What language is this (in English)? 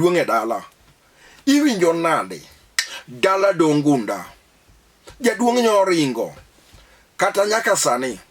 Luo (Kenya and Tanzania)